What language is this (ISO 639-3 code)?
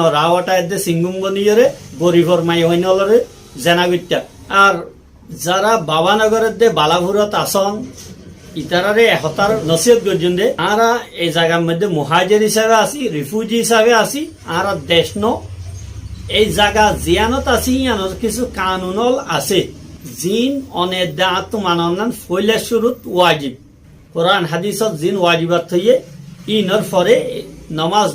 rhg